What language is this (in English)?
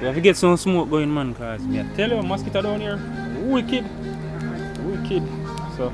Jamaican Creole English